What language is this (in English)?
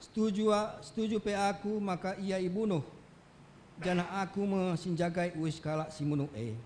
Batak Karo